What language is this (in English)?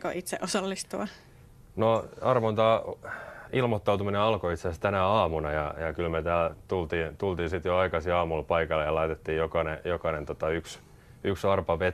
Finnish